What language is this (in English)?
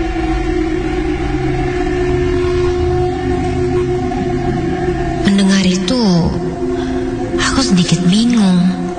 Indonesian